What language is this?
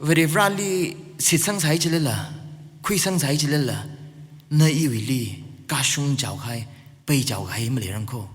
Tangkhul Naga (India)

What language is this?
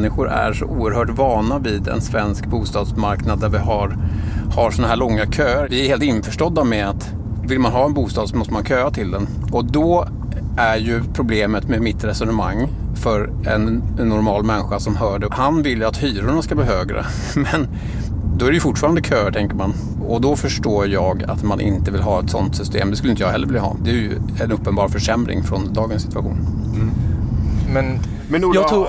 Swedish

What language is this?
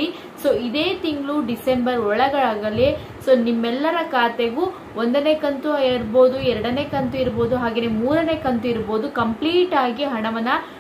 Kannada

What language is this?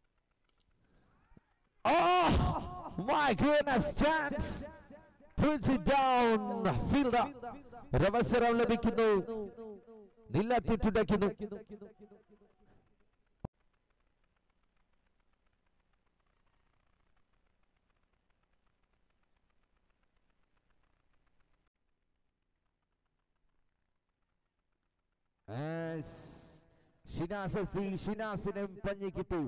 Malayalam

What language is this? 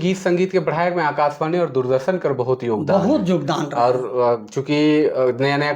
Sadri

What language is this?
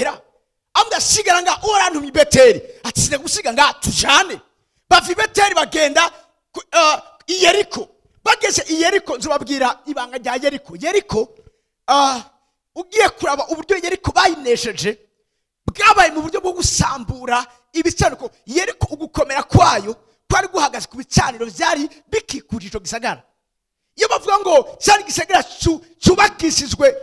Rundi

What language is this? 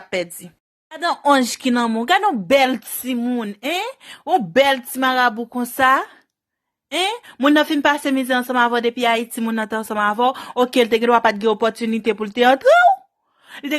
Haitian Creole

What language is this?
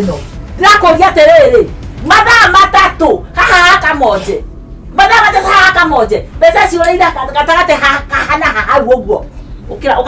Kikuyu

